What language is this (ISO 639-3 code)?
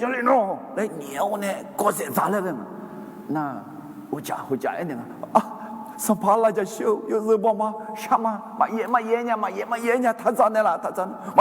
ahk